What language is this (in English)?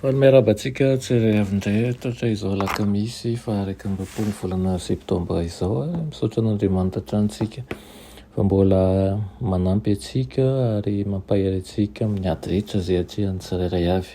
Malagasy